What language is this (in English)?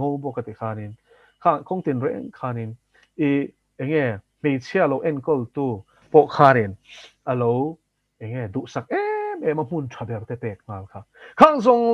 Mizo